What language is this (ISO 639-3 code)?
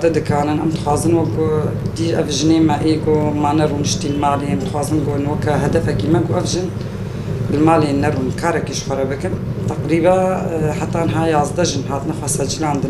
kur